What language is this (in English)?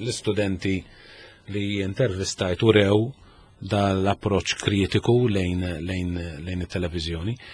Maltese